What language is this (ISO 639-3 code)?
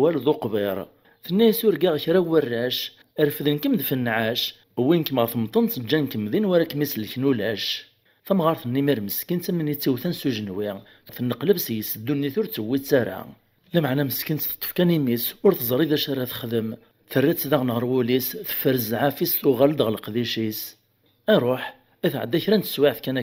kab